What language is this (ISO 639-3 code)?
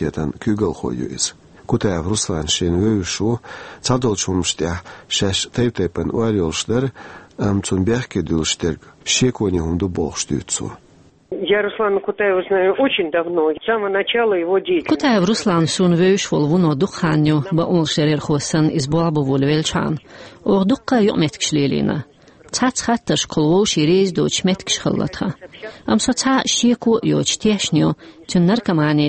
che